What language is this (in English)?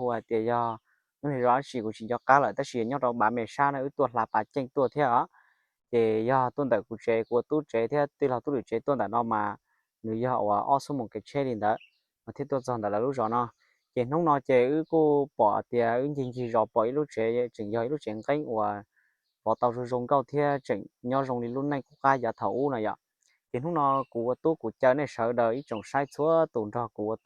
Hmong